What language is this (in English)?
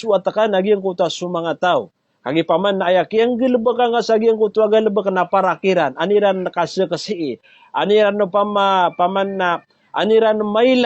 Maranao